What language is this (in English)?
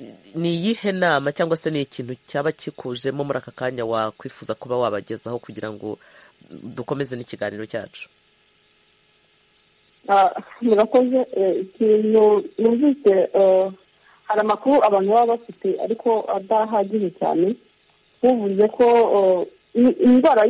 Kinyarwanda